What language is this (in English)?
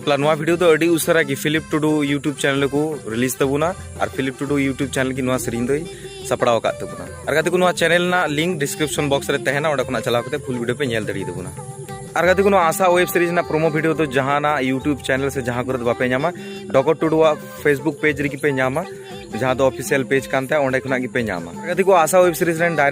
Santali